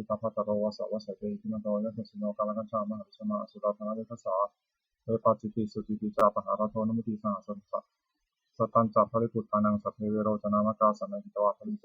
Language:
Pali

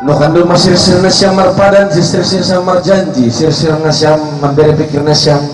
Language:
Batak Simalungun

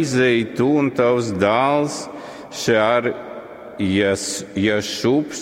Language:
Latgalian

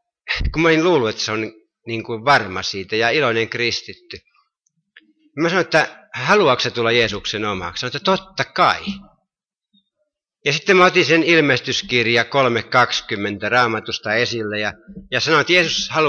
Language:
Finnish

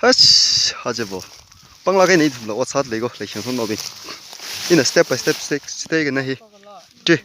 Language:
Tangkhul Naga (India)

